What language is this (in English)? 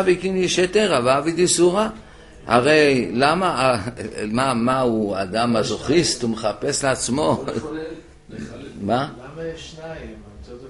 Hebrew